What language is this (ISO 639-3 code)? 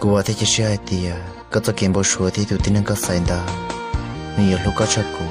hmn